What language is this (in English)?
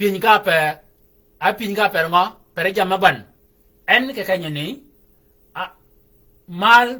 Shilluk